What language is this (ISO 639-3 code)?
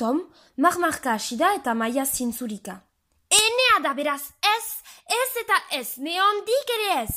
eus